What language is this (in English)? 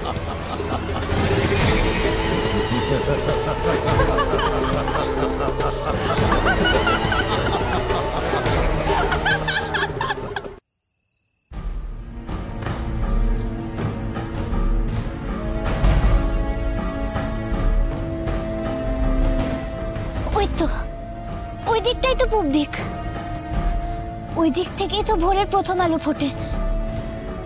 Bangla